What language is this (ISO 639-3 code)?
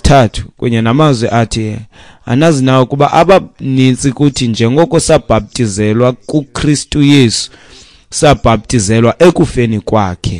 xho